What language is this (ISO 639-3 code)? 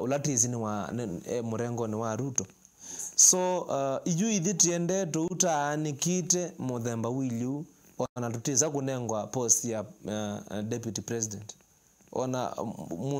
kam